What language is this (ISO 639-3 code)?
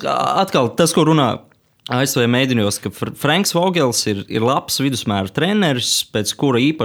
lav